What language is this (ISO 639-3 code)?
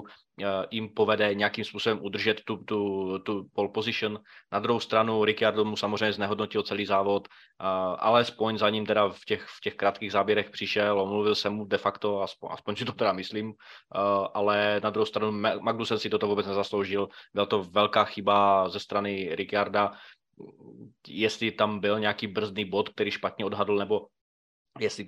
ces